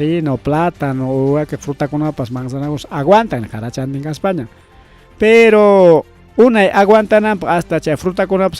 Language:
Ayacucho Quechua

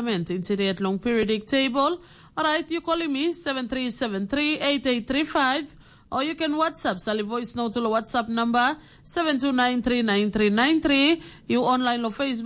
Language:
Tok Pisin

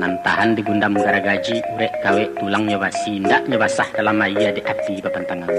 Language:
Minangkabau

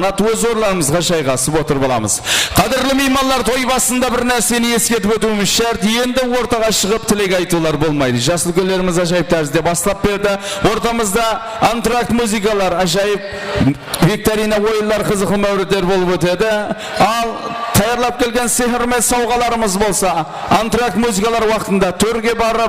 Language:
Kara-Kalpak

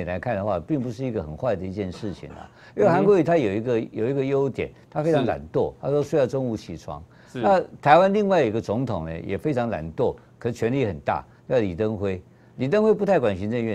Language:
Chinese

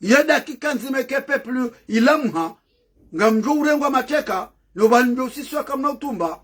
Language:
Ngazidja Comorian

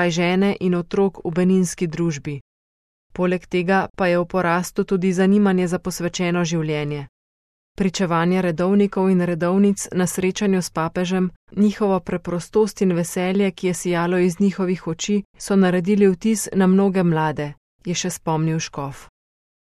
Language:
Slovenian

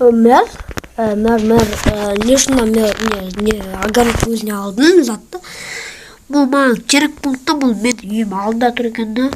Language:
Kazakh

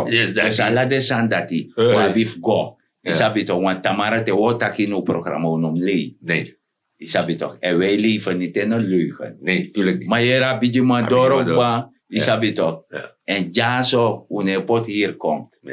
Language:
Sranan Tongo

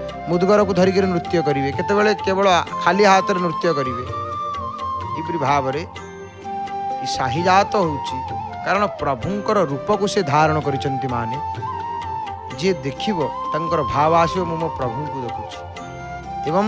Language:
Odia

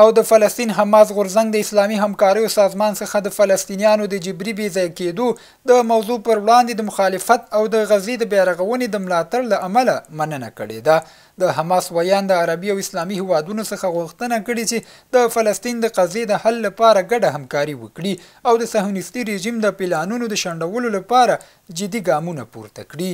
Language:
Pashto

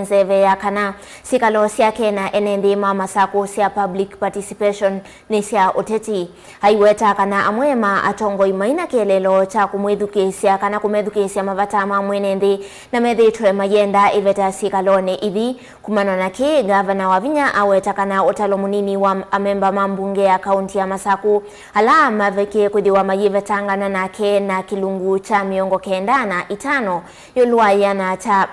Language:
Kamba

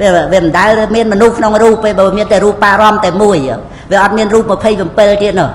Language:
Khmer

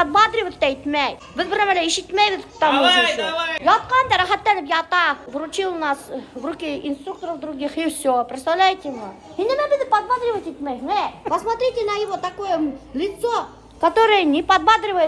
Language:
Bashkir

